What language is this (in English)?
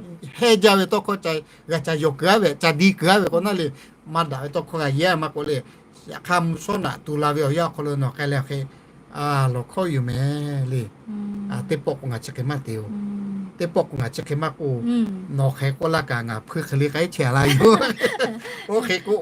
Lahu